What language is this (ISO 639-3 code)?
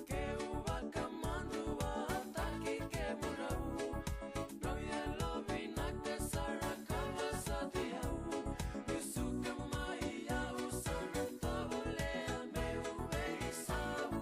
fij